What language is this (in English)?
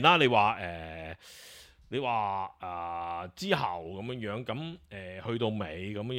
Cantonese